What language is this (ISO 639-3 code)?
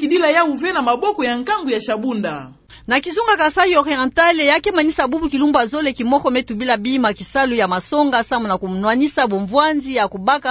ktu